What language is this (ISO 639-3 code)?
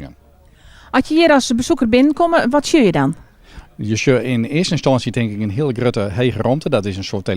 fry